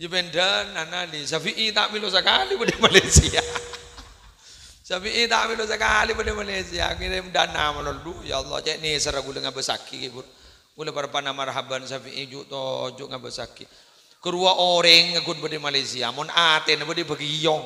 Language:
Madurese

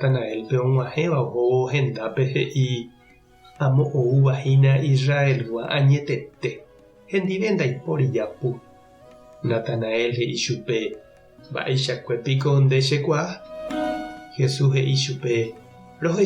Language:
Guarani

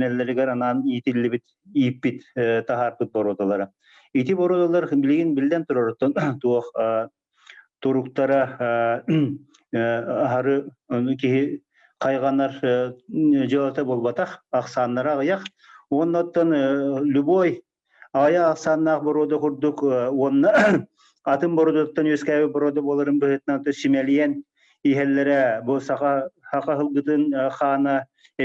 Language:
Yakut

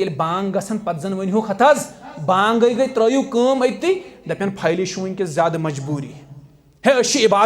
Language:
Kashmiri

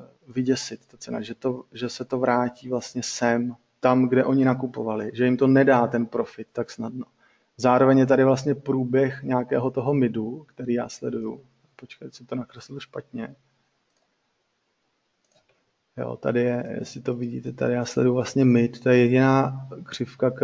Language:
Czech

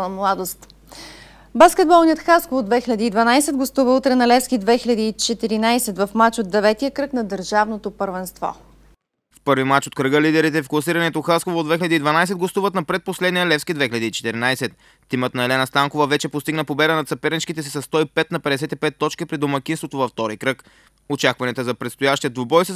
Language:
Bulgarian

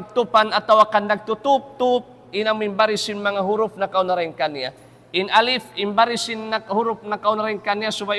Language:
Tausug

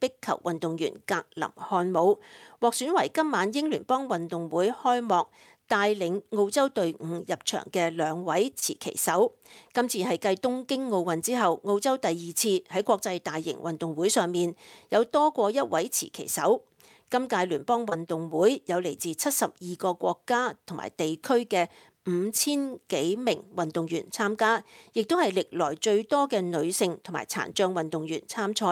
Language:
Cantonese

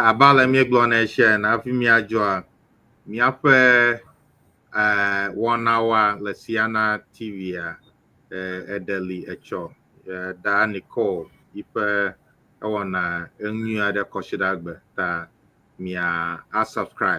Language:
Ewe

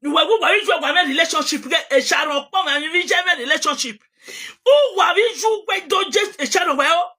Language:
Nigerian Pidgin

